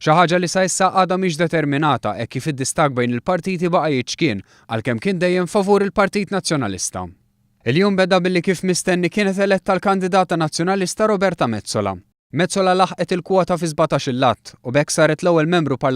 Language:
Maltese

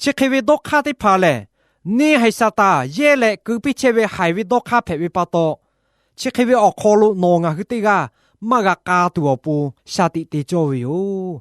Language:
Lahu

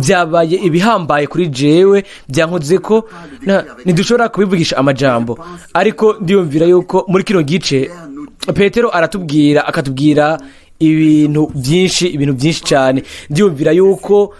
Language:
Rundi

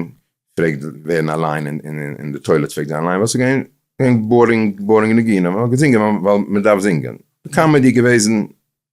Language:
Yiddish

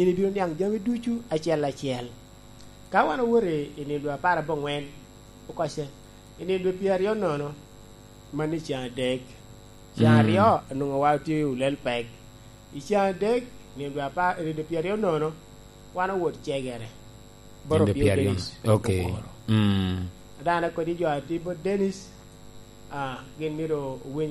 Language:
Lango (Uganda)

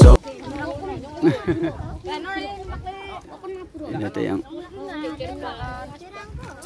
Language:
Indonesian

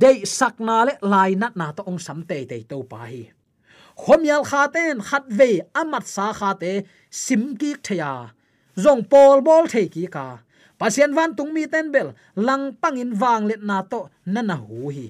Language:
Tedim Chin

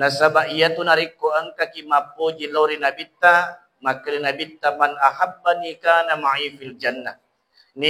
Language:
Buginese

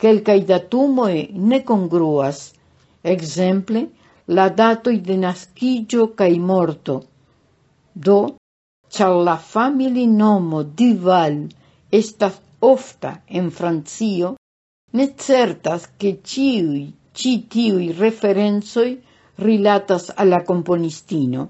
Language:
Esperanto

